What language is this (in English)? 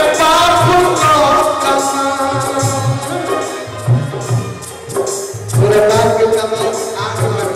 Bhojpuri